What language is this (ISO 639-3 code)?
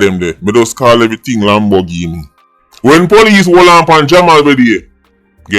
jam